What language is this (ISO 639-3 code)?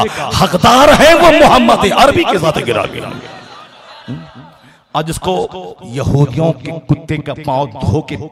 hin